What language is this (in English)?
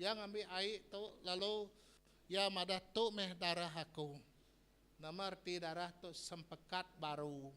Iban